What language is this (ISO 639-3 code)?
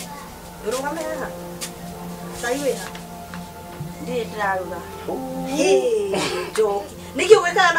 kik